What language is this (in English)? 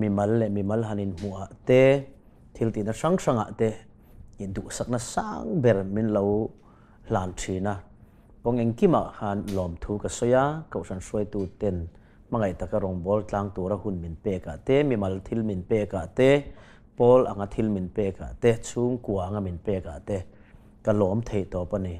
Mizo